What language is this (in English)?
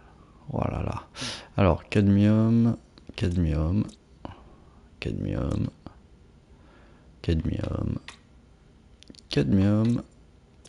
French